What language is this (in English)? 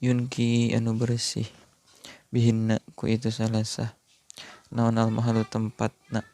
Sundanese